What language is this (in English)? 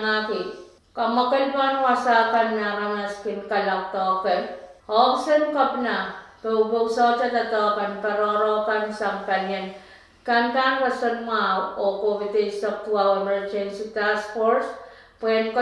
Pohnpeian